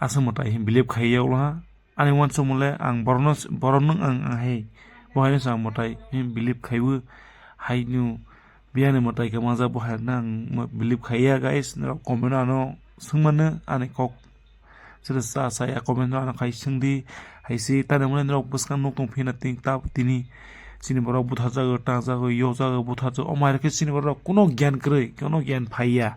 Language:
Kok Borok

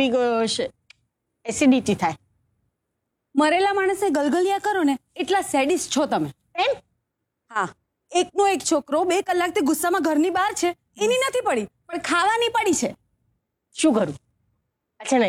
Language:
Gujarati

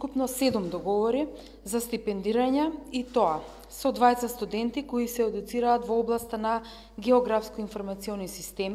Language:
Macedonian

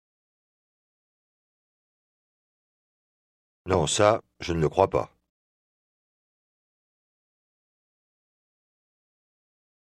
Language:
French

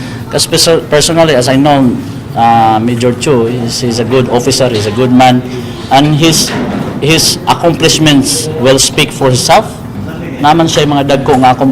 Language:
Cebuano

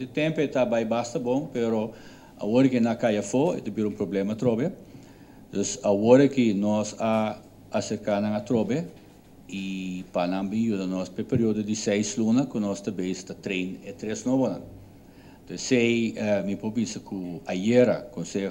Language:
Papiamento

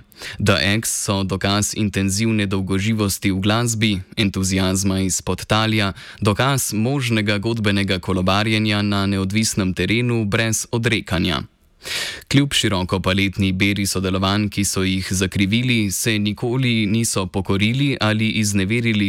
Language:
Slovenian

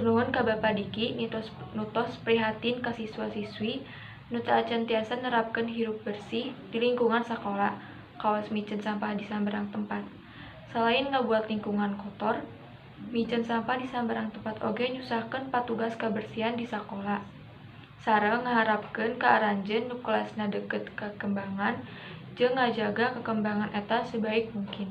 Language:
Sundanese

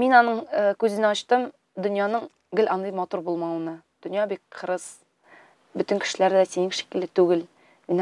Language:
Tatar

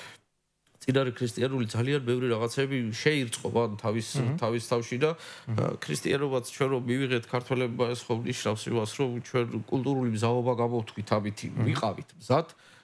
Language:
Georgian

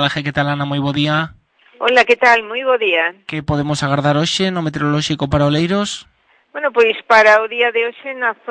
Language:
Galician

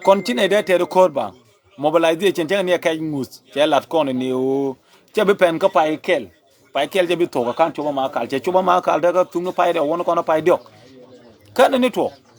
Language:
Nuer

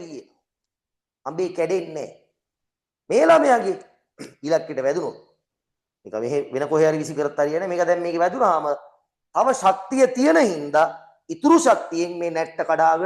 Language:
Sinhala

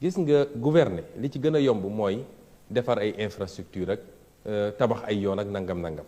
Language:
Wolof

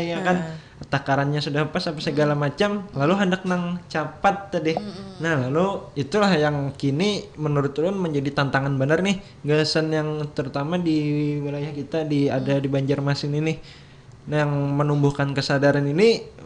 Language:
Banjar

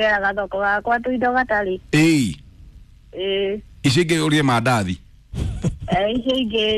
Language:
Kikuyu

